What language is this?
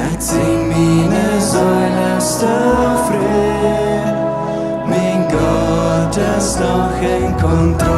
Plautdietsch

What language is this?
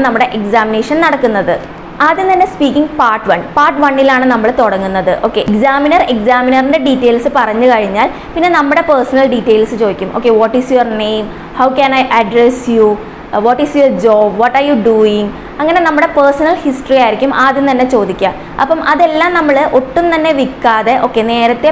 Malayalam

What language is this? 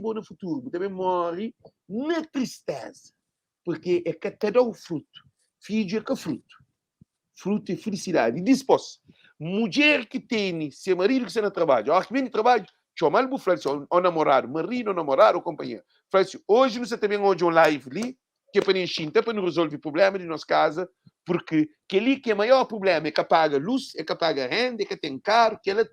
Kabuverdianu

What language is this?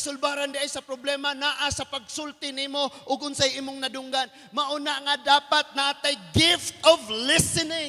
Cebuano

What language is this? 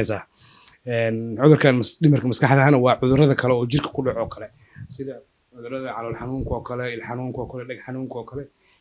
Somali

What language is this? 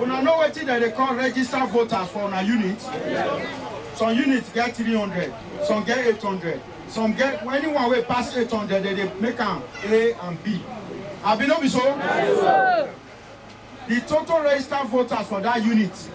Nigerian Pidgin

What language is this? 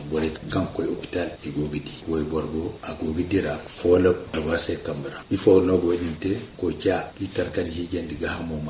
Zarma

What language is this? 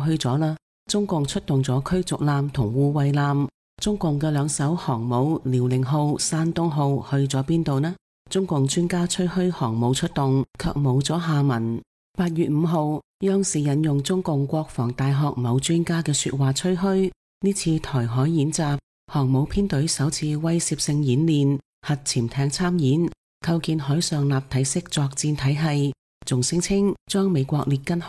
Cantonese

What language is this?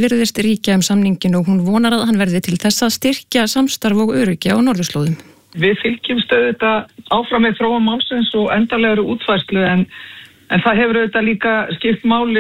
Icelandic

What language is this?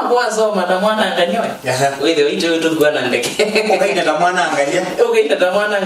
Kamba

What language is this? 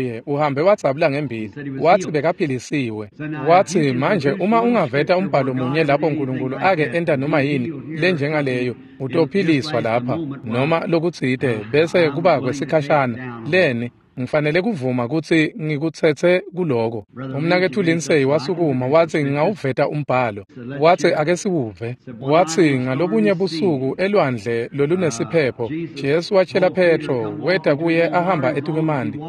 Swati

